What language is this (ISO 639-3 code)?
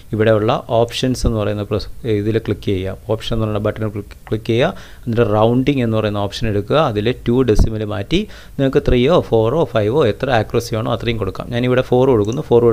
mal